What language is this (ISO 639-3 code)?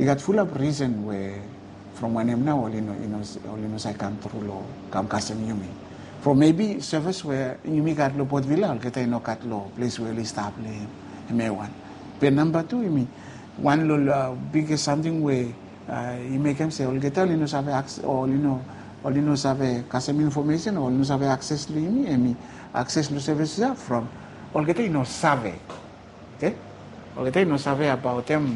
bis